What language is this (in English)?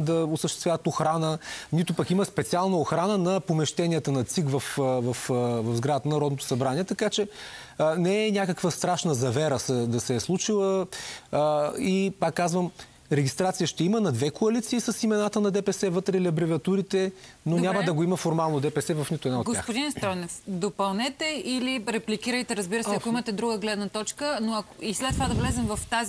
Bulgarian